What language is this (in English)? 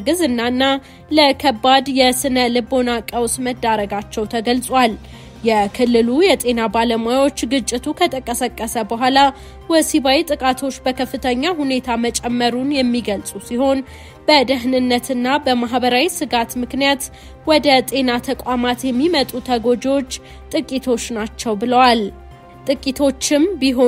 Amharic